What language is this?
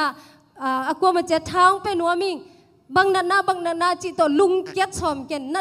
Tedim Chin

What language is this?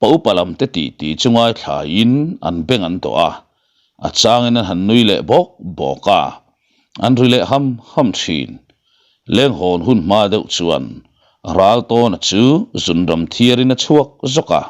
Mizo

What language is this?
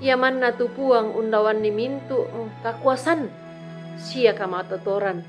Toraja-Sa'dan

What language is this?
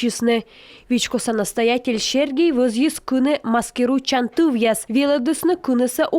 Komi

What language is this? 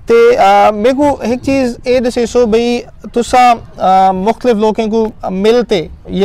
Saraiki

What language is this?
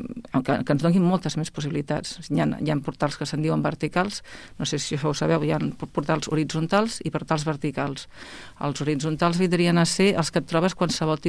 Catalan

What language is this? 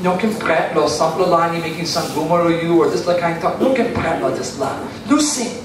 Tok Pisin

